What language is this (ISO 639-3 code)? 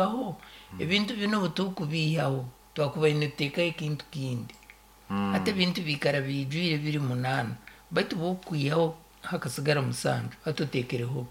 nyn